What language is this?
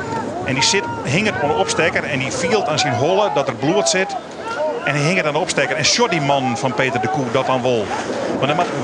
Western Frisian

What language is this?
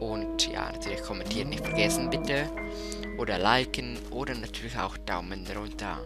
Swiss German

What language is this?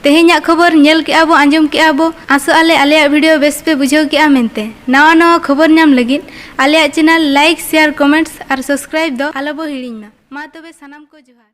Santali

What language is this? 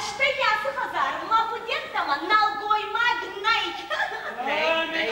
Ossetic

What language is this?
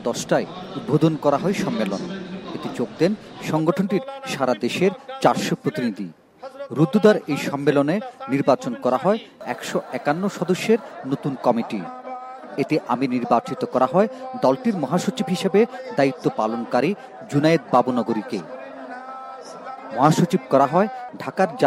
Bangla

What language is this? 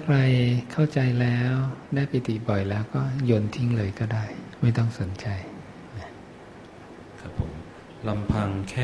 Thai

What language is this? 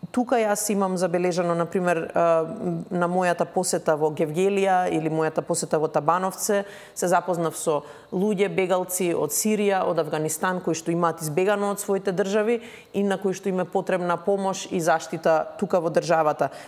Macedonian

